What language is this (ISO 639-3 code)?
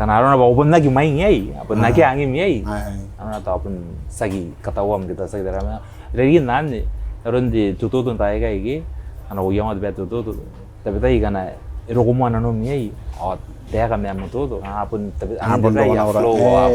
gil